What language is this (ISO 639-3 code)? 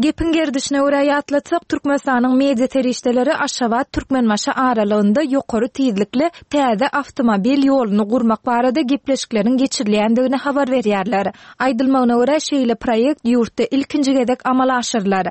tuk